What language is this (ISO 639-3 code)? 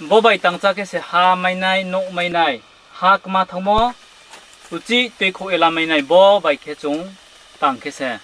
ria